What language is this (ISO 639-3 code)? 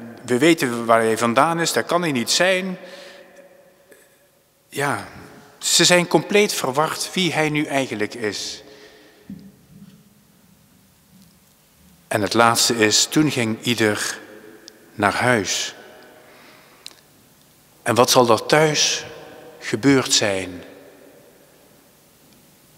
nld